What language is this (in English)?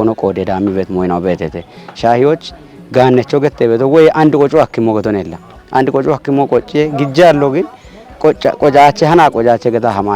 Kafa